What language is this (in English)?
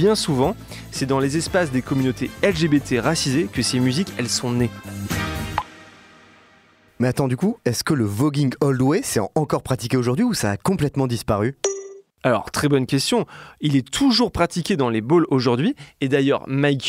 French